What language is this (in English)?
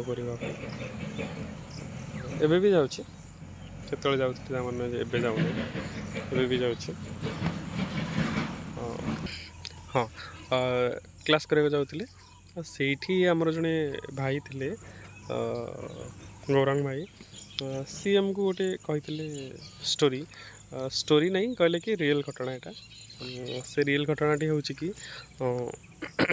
Odia